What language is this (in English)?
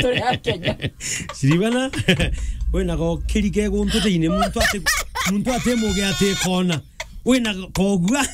Meru